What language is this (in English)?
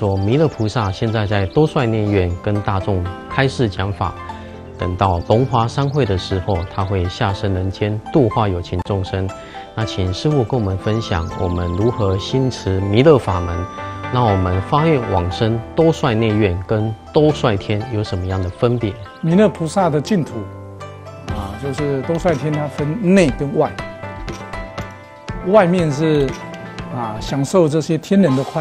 Chinese